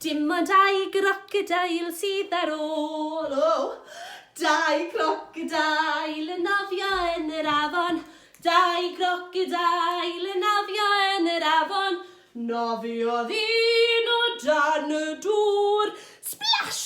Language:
Welsh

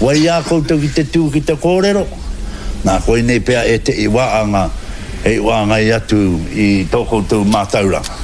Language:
Māori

